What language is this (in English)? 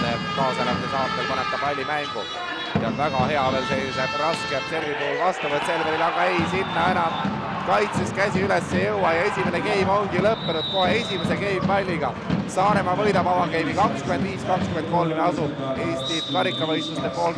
Estonian